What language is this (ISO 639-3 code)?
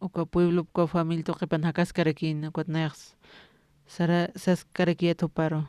aym